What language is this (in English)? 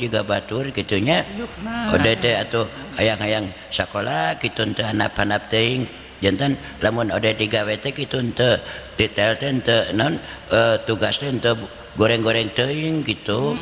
Sundanese